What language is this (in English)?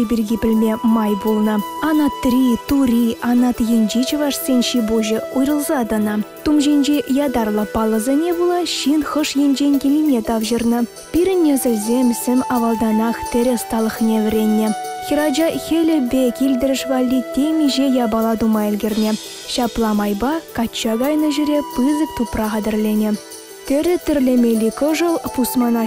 Chuvash